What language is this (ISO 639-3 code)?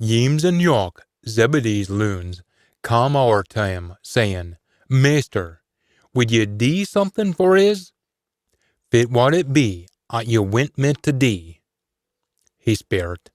sco